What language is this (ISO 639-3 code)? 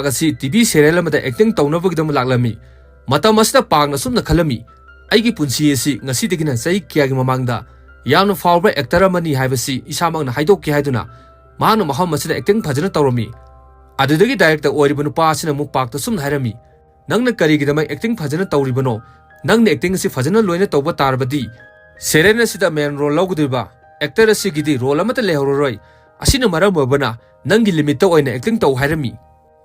mni